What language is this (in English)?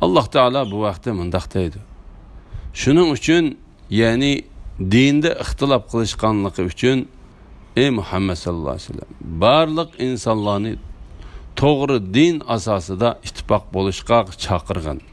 Uyghur